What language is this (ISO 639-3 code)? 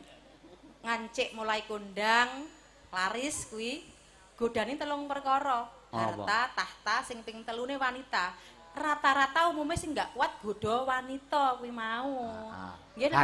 jav